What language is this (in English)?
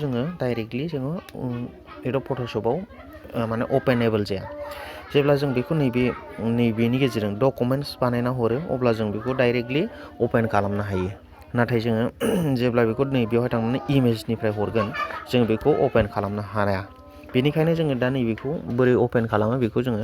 Bodo